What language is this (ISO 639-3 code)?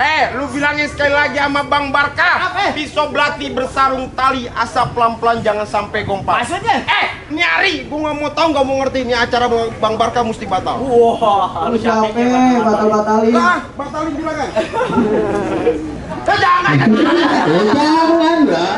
bew